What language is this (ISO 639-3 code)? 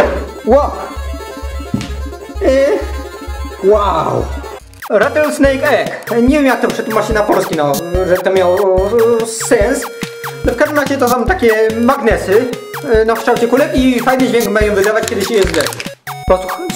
pol